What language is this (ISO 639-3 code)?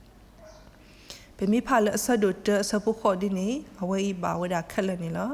ksw